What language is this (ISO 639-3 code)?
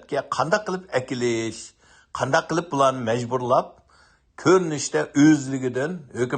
uig